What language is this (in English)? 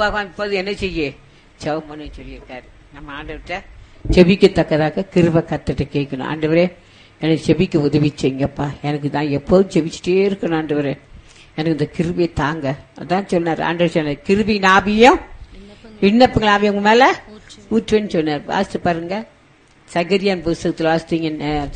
Tamil